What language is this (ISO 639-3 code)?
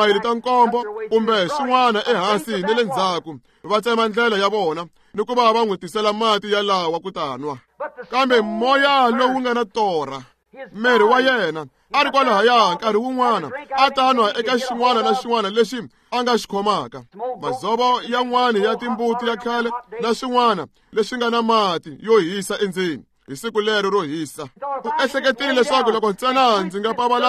tso